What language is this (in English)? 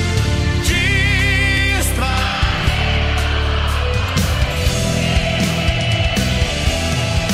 Portuguese